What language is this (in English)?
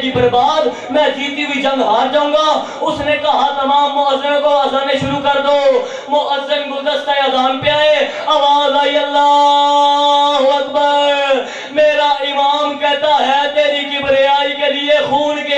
Urdu